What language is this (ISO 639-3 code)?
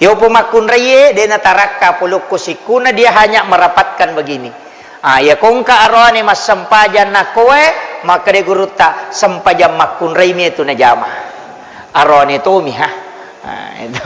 bug